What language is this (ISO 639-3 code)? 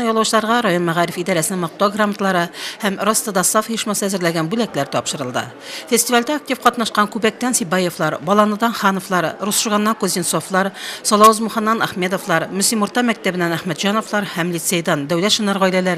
tat